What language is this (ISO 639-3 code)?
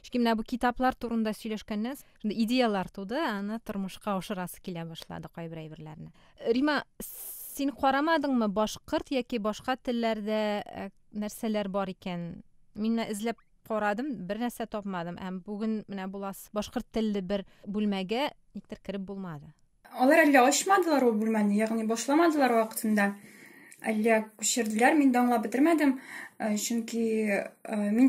tat